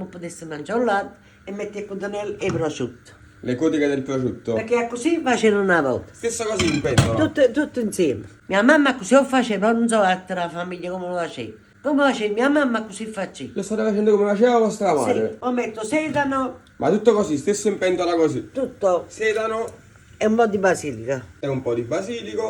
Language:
Neapolitan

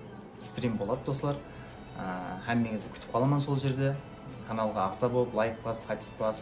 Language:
Kara-Kalpak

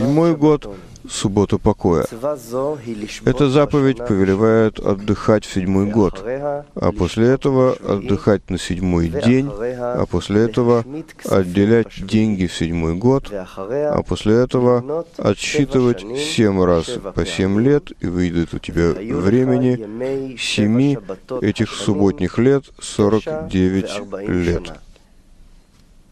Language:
Russian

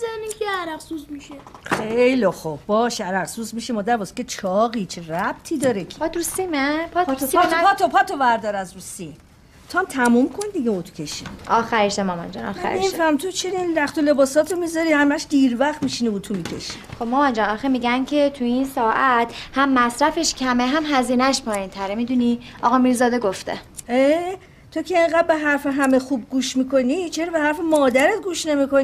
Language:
Persian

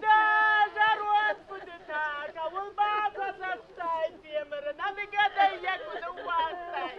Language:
Ossetic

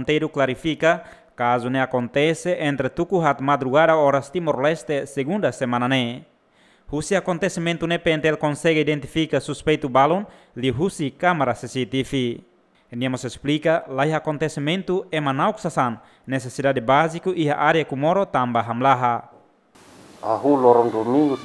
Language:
Tetum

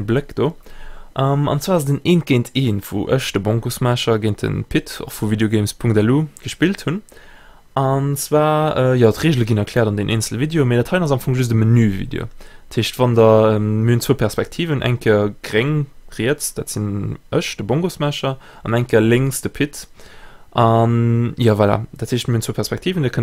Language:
Luxembourgish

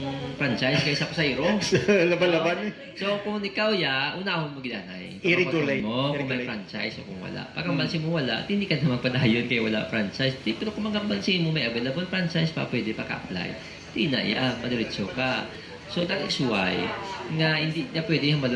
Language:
Hiligaynon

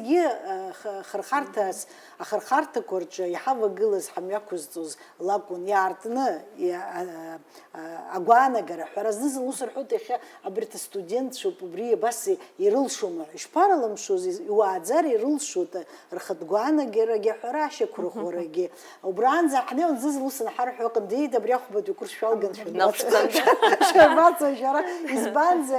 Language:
Abkhazian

